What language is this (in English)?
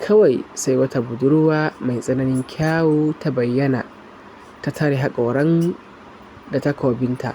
Hausa